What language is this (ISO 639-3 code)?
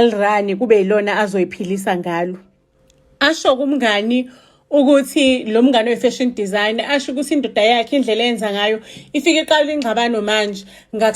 zul